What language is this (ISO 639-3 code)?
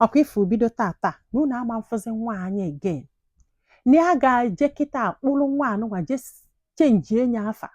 ibo